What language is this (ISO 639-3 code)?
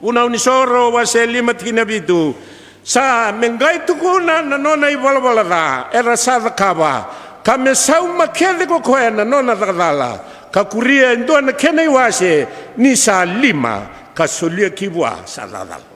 fij